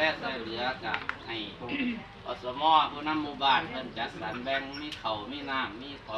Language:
Northeastern Thai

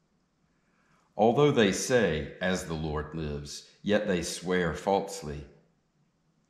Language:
English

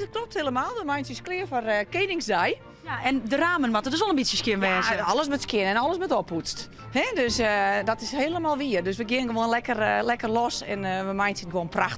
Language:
Western Frisian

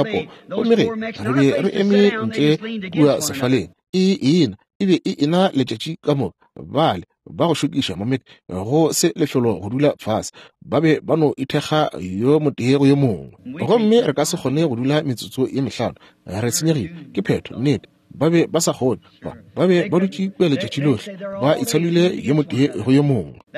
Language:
Northern Sotho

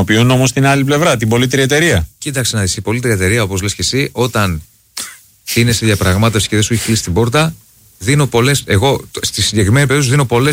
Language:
Greek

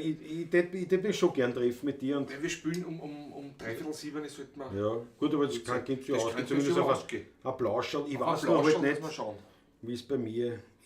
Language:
Bavarian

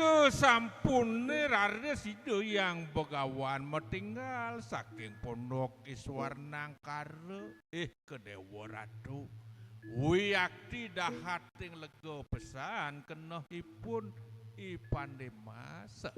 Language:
Balinese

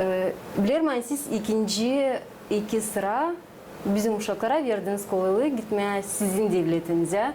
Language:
Gagauz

